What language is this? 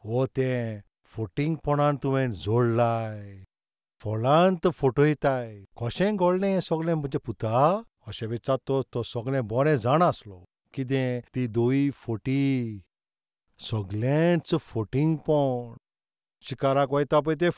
Konkani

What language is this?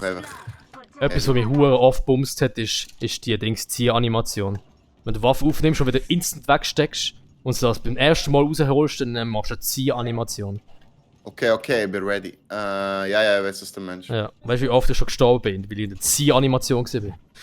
Swiss German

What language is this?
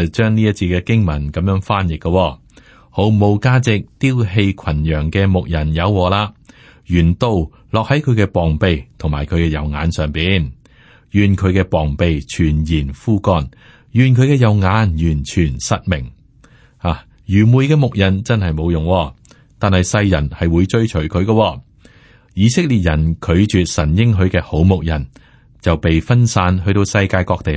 Cantonese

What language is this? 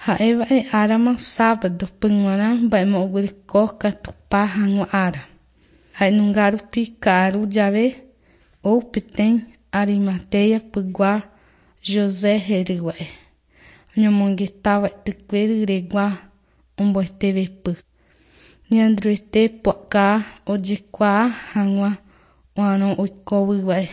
Guarani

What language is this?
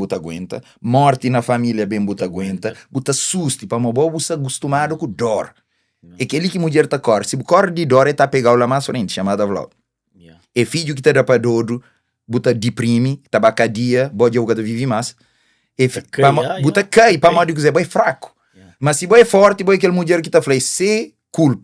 Kabuverdianu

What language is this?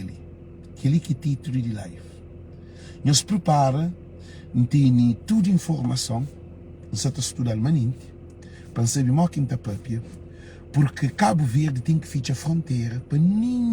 Kabuverdianu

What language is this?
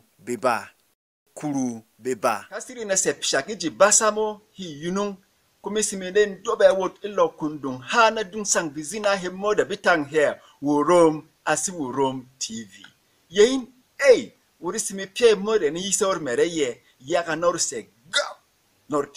Berom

